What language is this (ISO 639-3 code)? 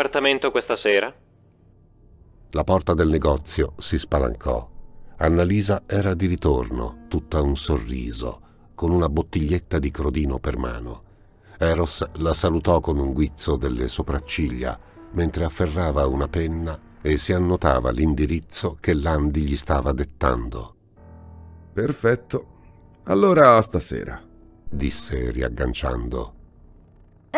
ita